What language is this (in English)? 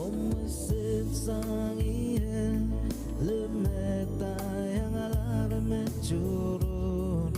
Pohnpeian